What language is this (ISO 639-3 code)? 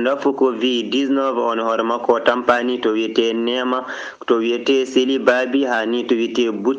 ful